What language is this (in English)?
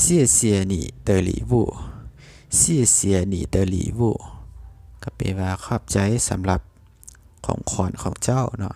Lao